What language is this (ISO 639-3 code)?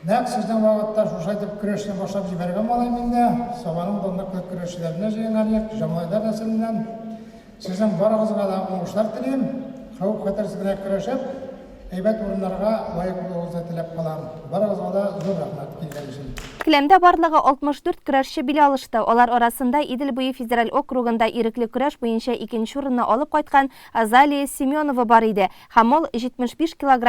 tat